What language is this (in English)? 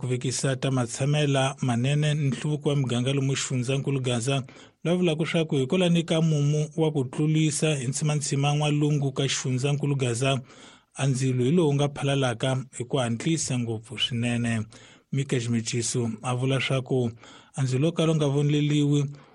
Tsonga